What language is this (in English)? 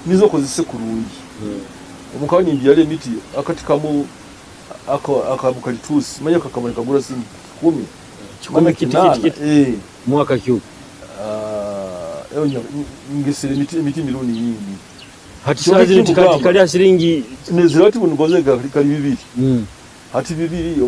Nyoro